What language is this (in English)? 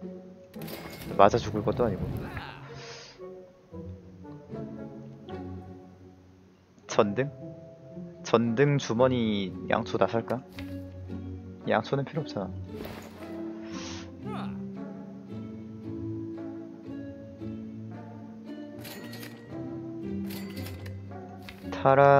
Korean